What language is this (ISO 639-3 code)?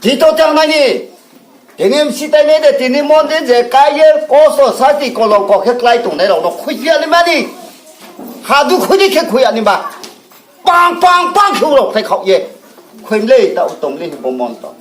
ria